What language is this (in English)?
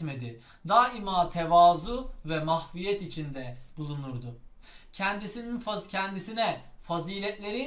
Turkish